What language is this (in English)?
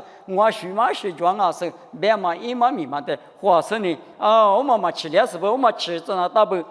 Lisu